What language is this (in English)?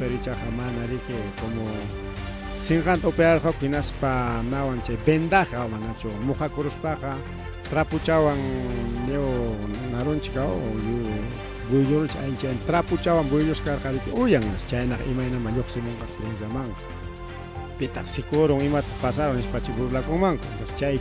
Ayacucho Quechua